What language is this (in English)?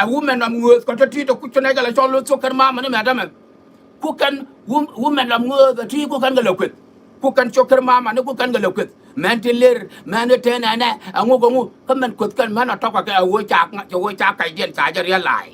Nuer